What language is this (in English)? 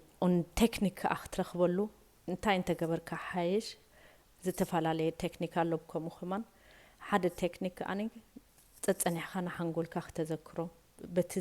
Tigrinya